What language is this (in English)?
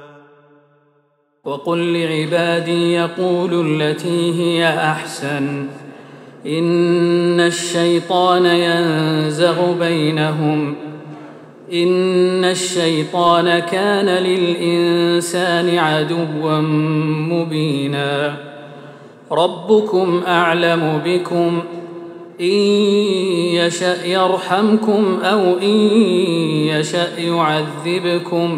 Arabic